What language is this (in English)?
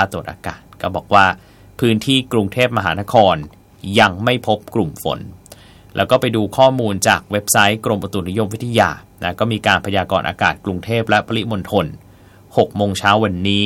Thai